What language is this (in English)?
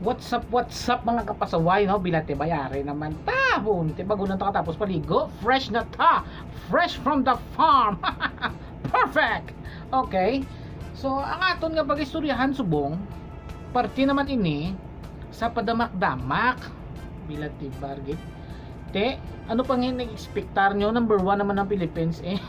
Hiligaynon